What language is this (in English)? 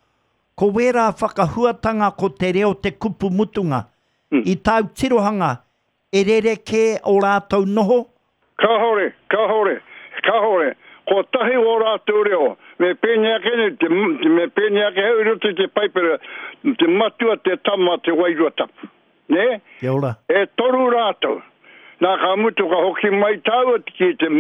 Māori